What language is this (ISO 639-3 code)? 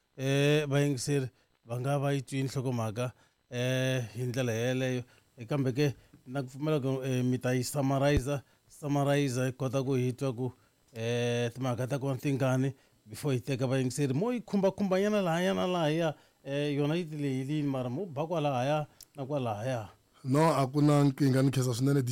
tso